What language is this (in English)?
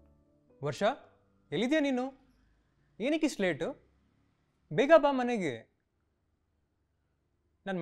Kannada